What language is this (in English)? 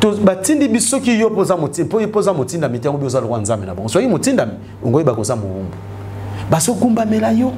Lingala